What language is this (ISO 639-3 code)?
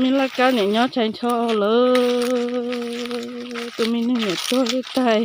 hmn